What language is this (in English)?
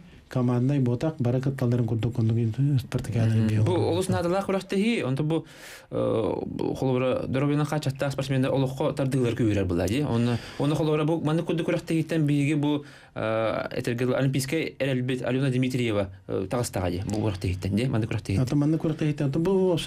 Yakut